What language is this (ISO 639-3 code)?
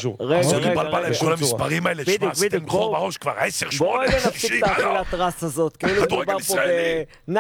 heb